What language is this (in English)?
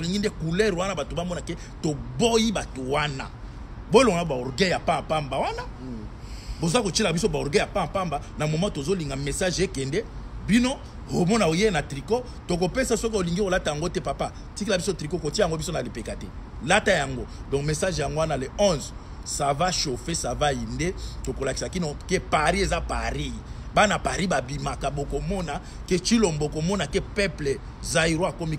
Lingala